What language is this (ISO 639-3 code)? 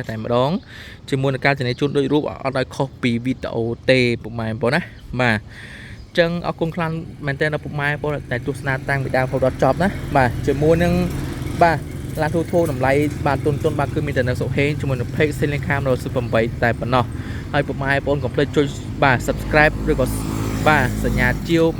khm